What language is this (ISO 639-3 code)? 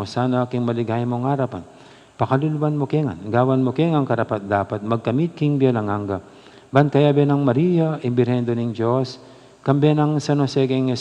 pam